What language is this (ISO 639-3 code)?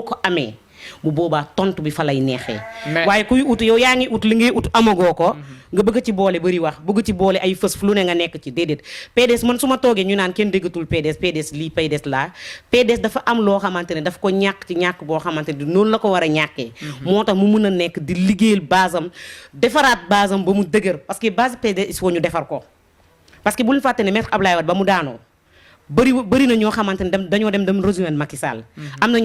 wol